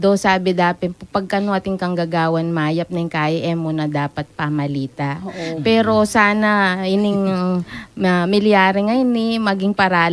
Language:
Pampanga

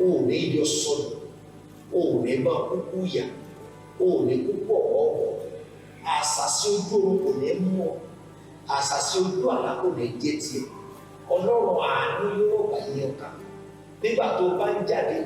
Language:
Yoruba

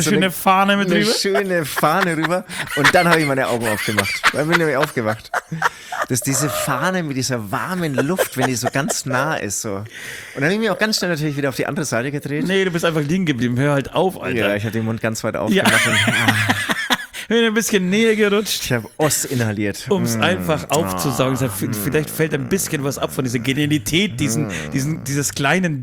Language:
German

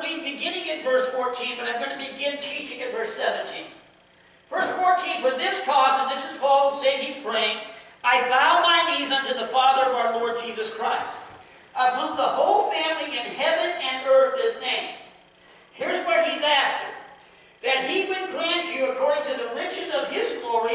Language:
English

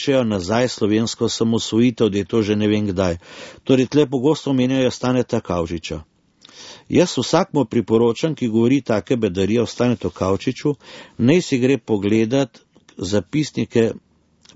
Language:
Slovenian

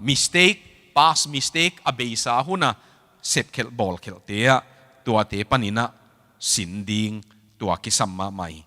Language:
Tedim Chin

